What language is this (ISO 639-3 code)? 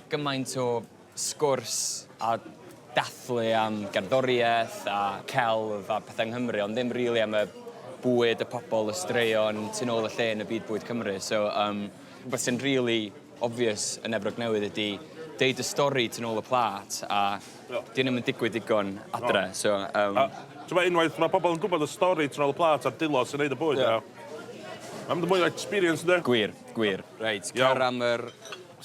cym